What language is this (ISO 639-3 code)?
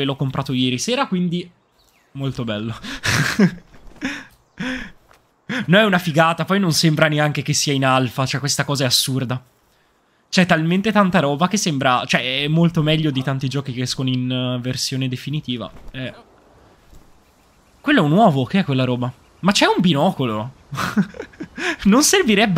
ita